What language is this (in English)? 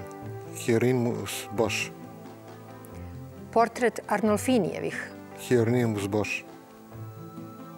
Serbian